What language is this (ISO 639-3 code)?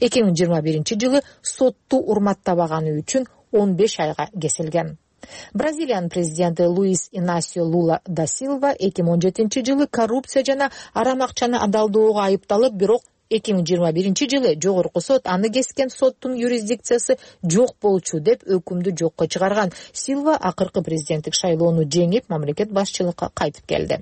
kir